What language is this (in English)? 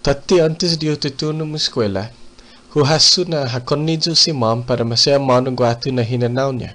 Chamorro